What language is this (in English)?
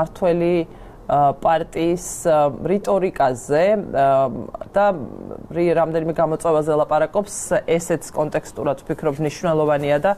Georgian